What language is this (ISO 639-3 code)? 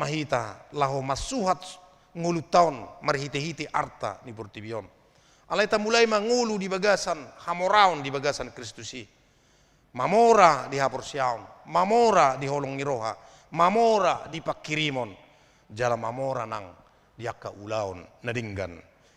bbc